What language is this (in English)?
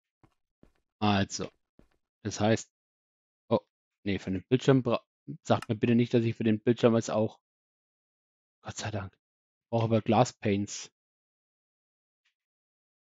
German